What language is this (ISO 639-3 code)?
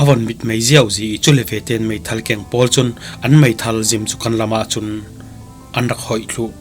cfm